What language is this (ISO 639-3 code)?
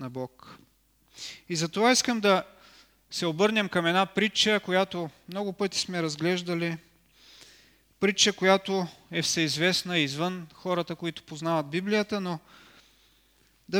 bul